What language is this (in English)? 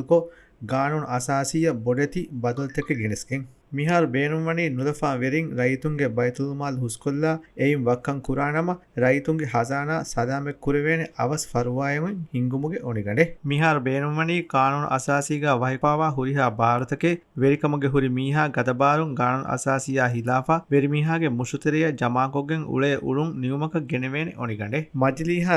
Divehi